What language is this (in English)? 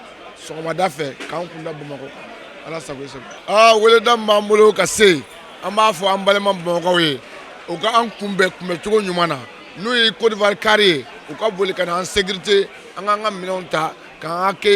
Bambara